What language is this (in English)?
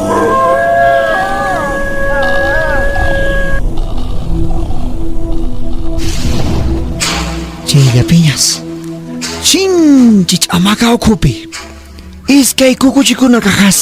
Quechua